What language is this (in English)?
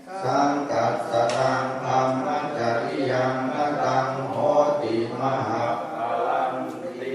Pali